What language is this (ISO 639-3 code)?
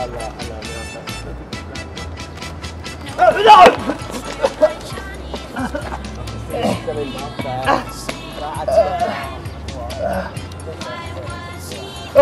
ita